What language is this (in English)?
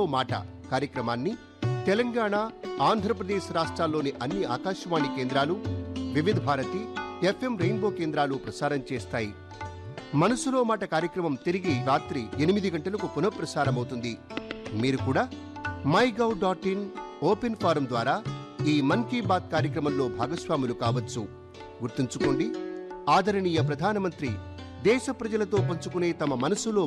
Telugu